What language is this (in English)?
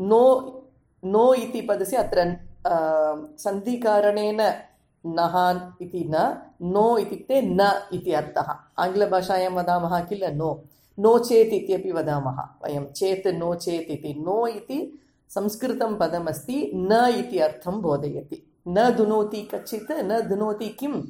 Sanskrit